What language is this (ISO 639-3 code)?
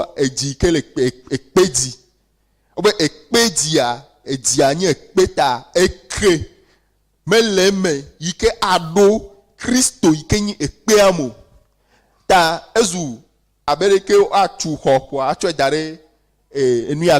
ewe